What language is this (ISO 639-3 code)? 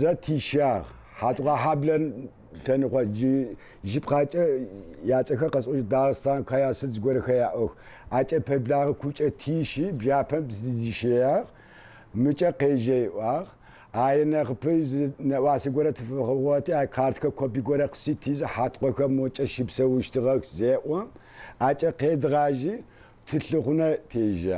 ady